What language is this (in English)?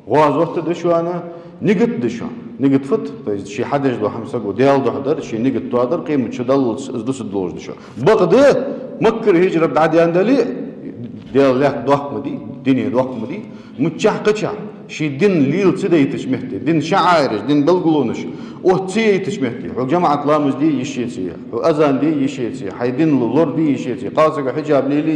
Ingush